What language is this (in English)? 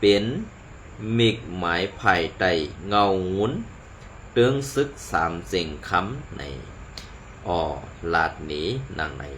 Shan